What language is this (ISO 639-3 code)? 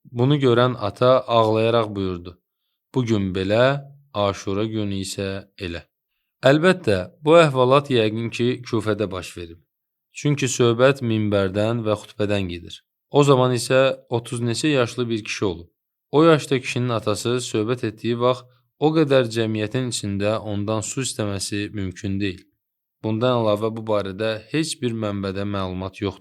aze